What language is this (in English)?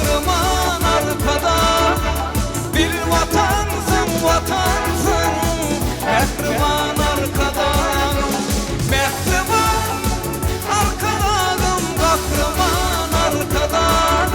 Turkmen